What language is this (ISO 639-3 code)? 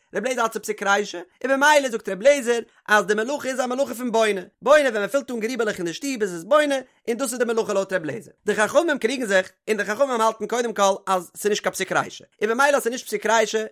yid